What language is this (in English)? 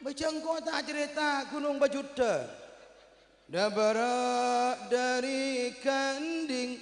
Madurese